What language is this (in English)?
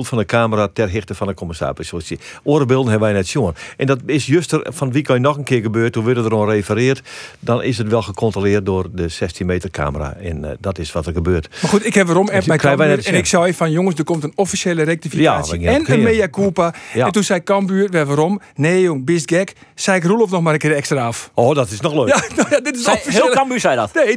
Western Frisian